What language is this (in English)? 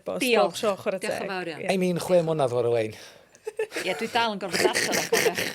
Welsh